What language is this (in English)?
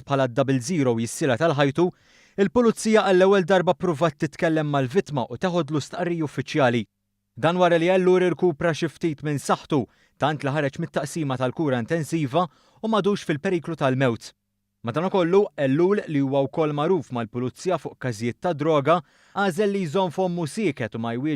Maltese